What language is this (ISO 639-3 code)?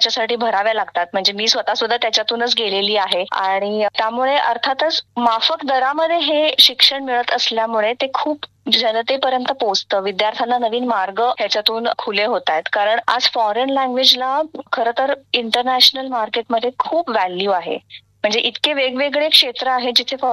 mar